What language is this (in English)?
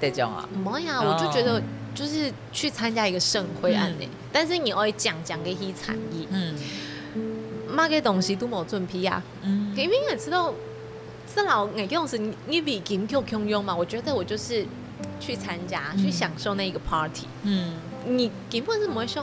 Hakka Chinese